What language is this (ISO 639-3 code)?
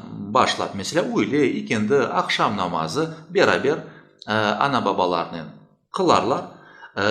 crh